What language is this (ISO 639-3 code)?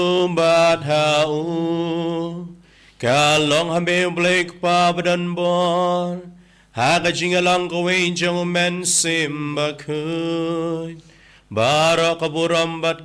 kha